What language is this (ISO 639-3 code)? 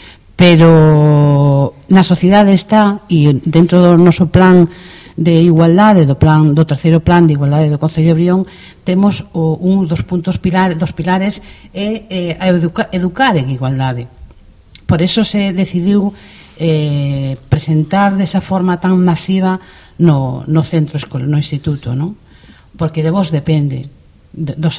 glg